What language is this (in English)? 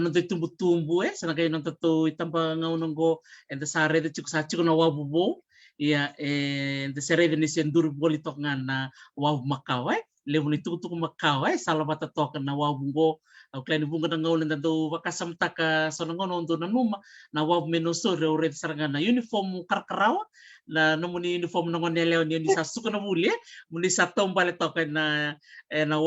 Fijian